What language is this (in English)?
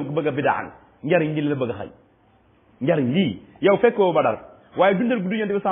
Wolof